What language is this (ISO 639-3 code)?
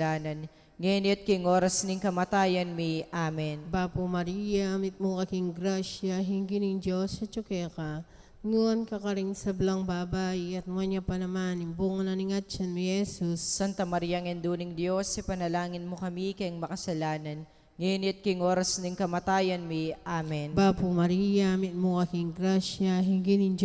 pam